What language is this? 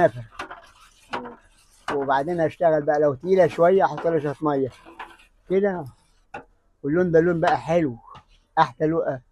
Egyptian Arabic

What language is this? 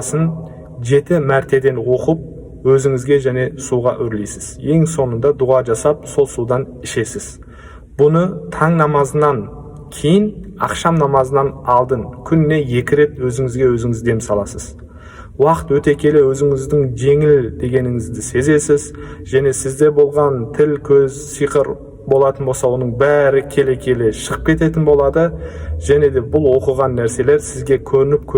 Kazakh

